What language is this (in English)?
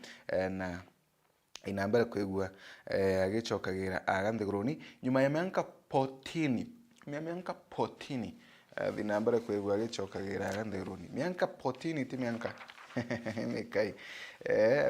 Meru